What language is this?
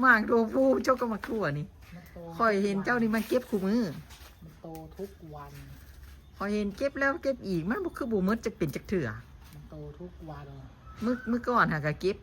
Northeastern Thai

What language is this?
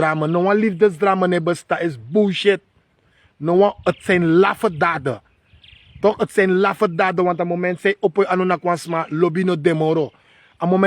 Sranan Tongo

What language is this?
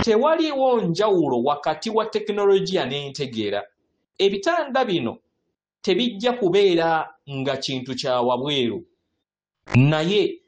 Ganda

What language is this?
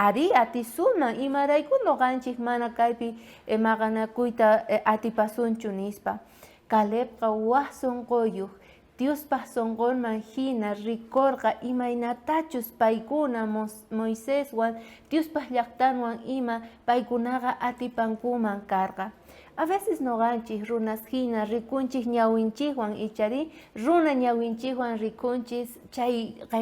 South Bolivian Quechua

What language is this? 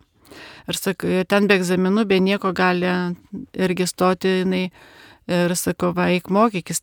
Lithuanian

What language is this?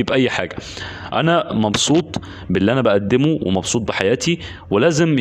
Egyptian Arabic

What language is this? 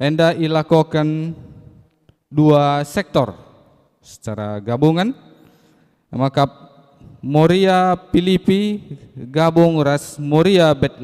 Batak Karo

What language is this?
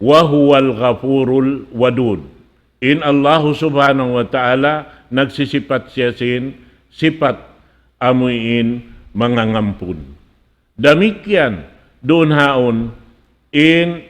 Tausug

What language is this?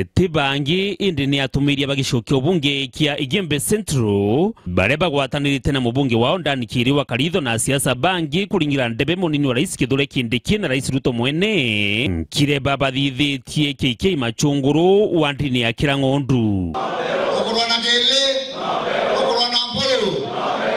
Meru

